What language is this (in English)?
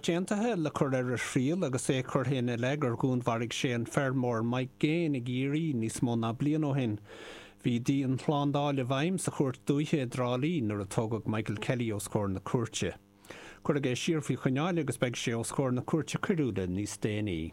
Irish